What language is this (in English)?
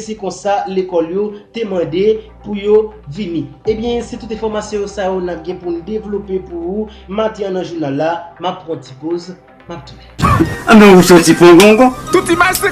Haitian Creole